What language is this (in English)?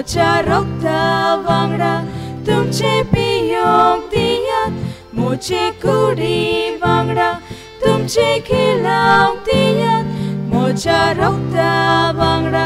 Konkani